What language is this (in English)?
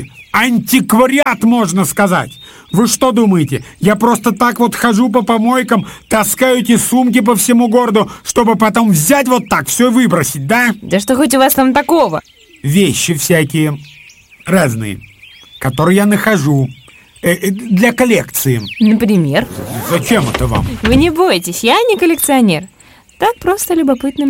Russian